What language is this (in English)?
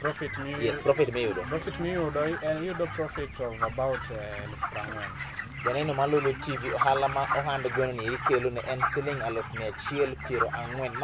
Luo (Kenya and Tanzania)